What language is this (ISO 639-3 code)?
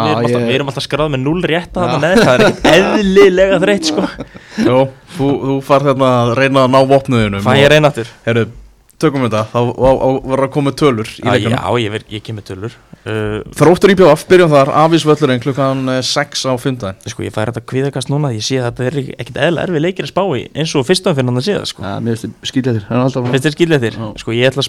isl